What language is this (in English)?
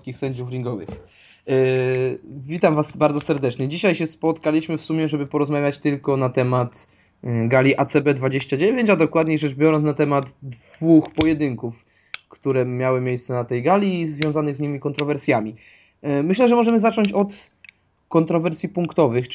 Polish